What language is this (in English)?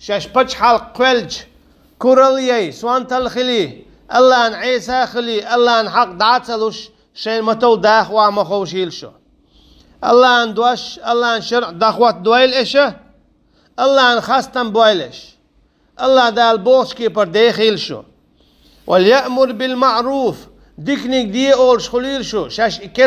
Chechen